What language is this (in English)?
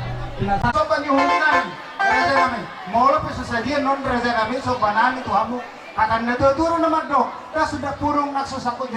Batak Toba